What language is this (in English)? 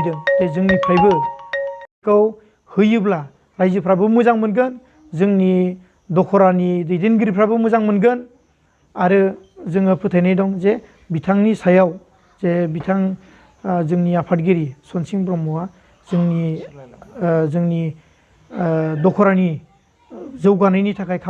Bodo